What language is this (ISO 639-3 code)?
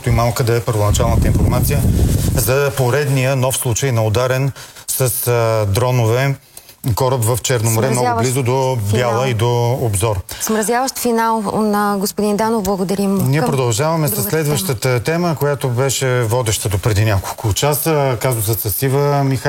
bul